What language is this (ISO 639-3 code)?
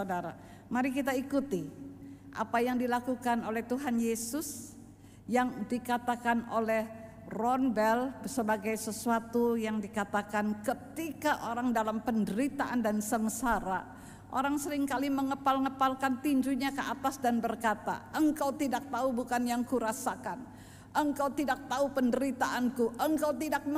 ind